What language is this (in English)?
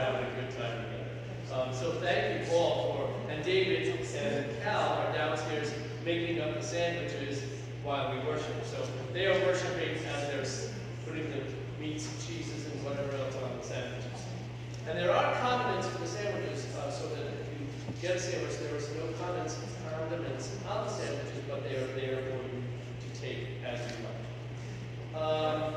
English